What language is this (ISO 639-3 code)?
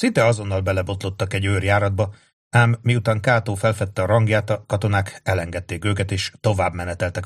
hun